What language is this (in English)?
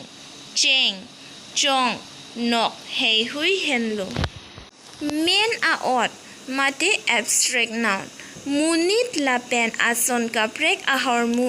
Karbi